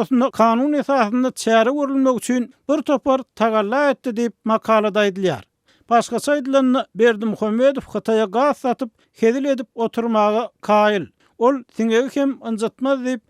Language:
Turkmen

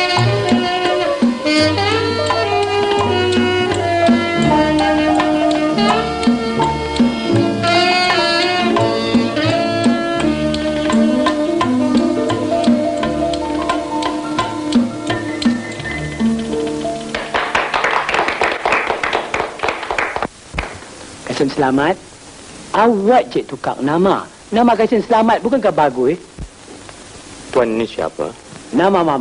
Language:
Malay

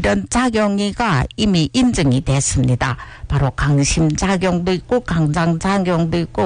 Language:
Korean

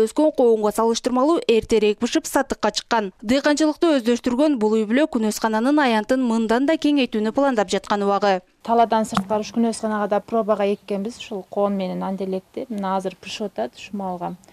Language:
Kyrgyz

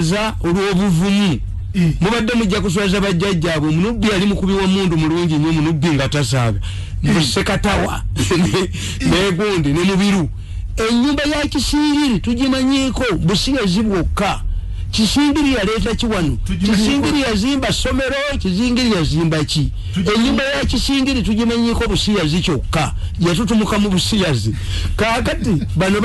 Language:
Ganda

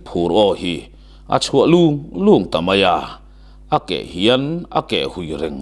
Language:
Mizo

